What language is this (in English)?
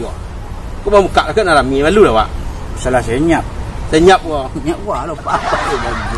Minangkabau